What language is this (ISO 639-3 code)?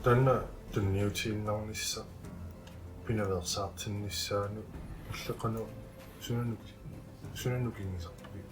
kal